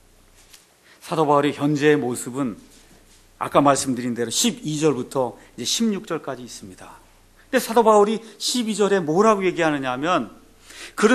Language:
Korean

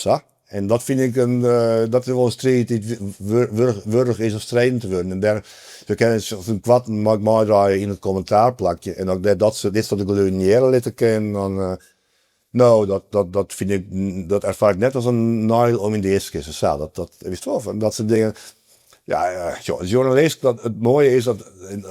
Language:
Western Frisian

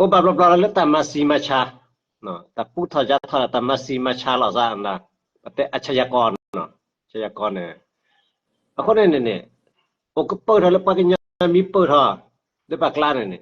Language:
S'gaw Karen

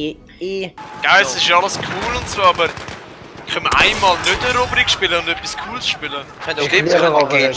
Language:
Swiss German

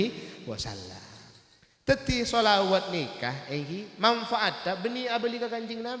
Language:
Madurese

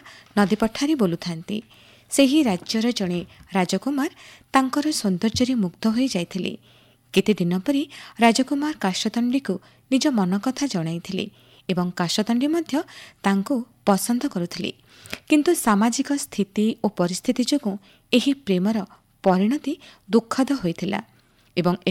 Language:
Odia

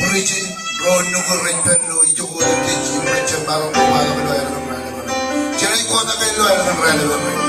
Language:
Marshallese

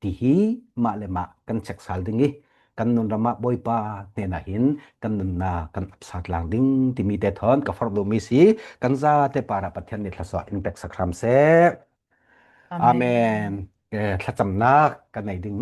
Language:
Falam Chin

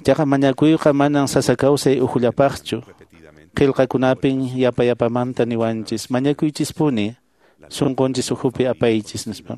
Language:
Quechua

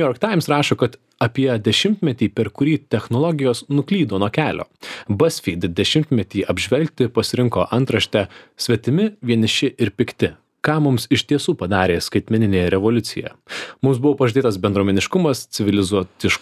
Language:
Lithuanian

